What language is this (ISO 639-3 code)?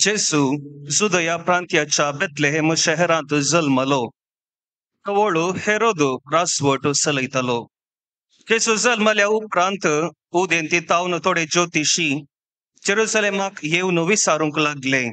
kok